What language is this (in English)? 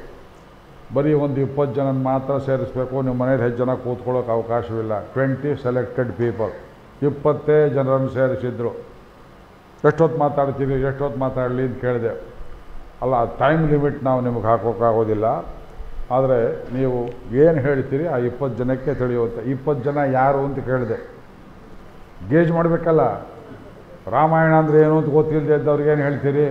Kannada